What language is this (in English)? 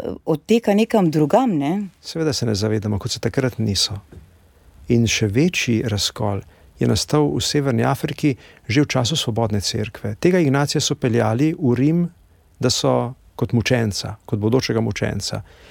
Slovenian